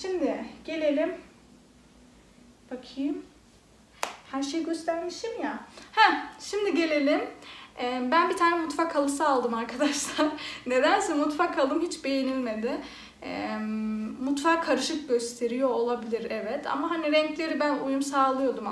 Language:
Turkish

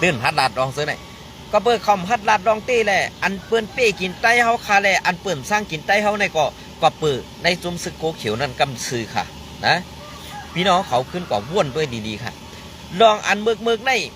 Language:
Shan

